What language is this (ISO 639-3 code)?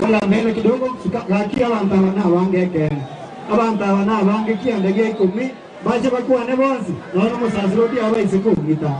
guz